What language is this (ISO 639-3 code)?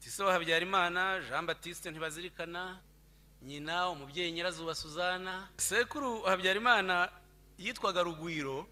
kin